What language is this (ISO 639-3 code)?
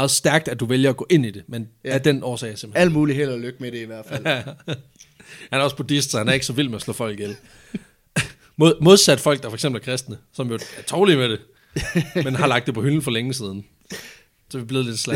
dan